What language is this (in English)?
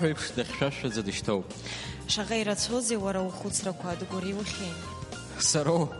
Abkhazian